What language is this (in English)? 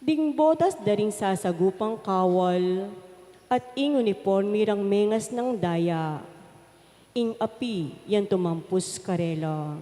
Pampanga